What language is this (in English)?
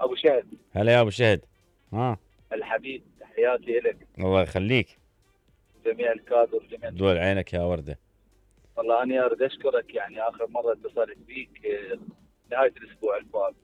Mesopotamian Arabic